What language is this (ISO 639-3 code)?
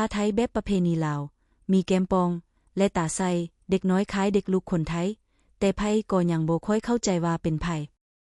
lao